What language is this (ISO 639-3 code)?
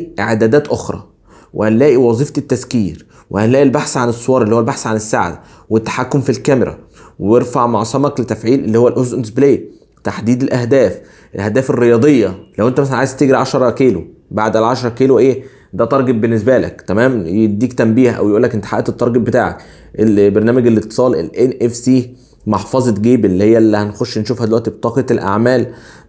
arz